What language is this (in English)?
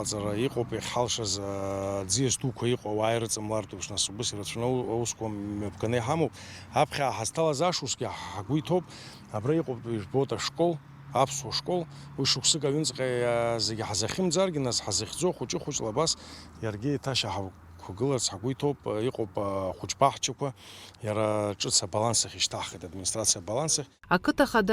Abkhazian